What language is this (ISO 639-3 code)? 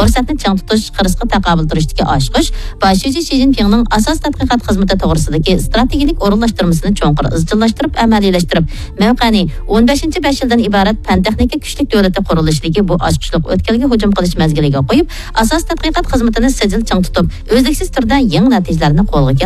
uig